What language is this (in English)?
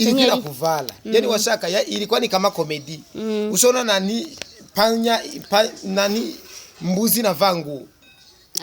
Rundi